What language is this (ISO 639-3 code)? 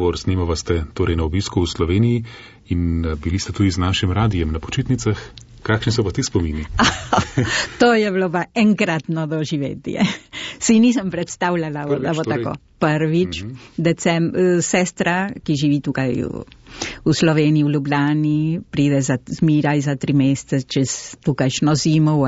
slv